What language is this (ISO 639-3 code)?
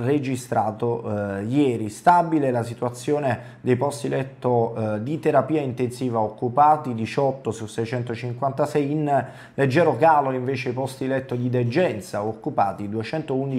ita